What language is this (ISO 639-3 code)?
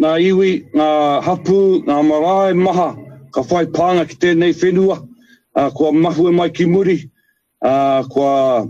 mri